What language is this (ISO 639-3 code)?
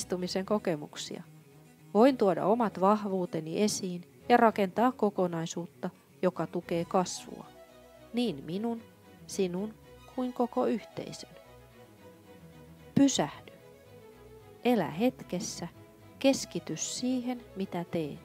fin